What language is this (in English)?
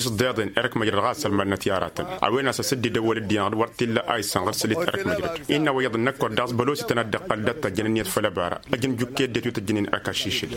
Tamasheq